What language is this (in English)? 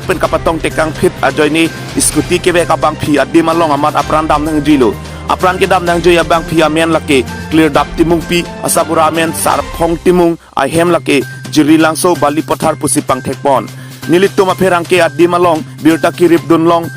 Karbi